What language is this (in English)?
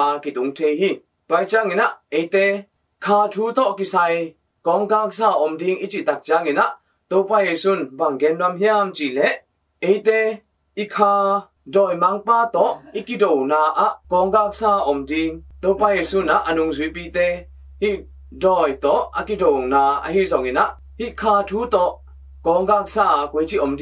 Tedim Chin